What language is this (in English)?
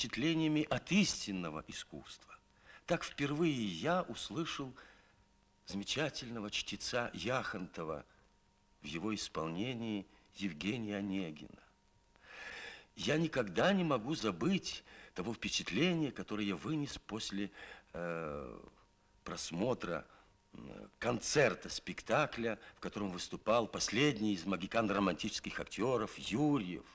Russian